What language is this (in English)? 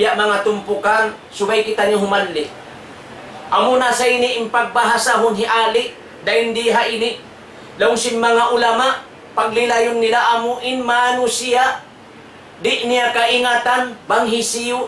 Tausug